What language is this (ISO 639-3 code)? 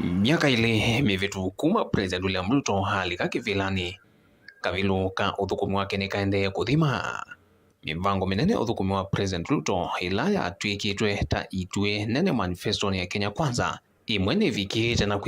kam